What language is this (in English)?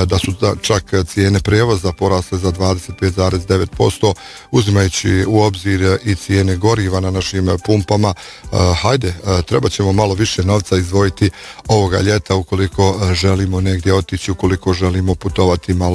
Bosnian